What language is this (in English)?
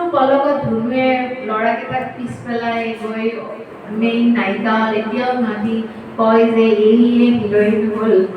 Assamese